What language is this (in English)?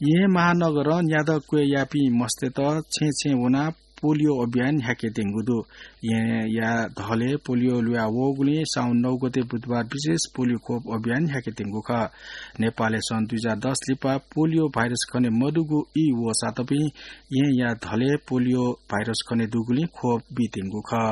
Newari